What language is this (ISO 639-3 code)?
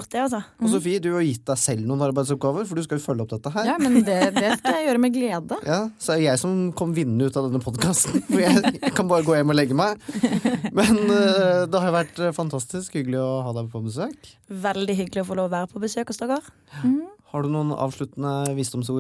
nor